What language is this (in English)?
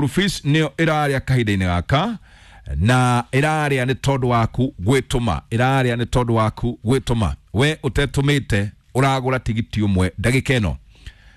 Kikuyu